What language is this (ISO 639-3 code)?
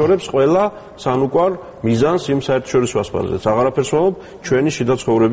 kat